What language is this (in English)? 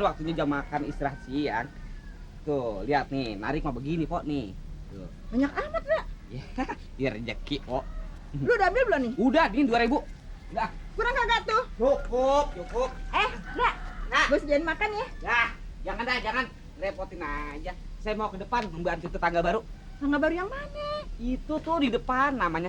Betawi